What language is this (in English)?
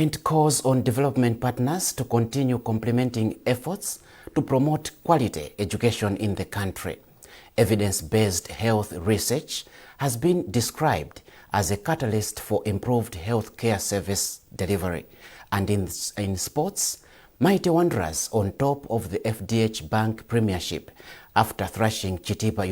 English